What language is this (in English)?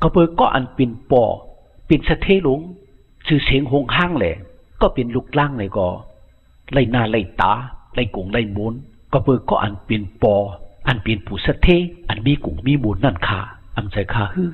Shan